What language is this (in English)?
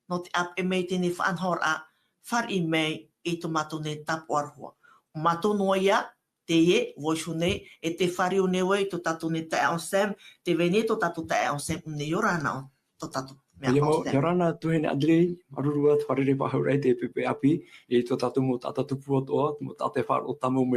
Tahitian